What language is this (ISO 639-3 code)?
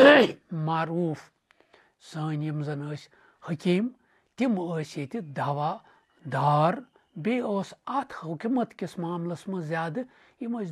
kas